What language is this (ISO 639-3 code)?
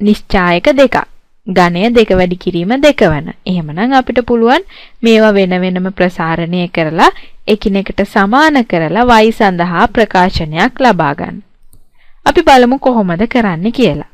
sin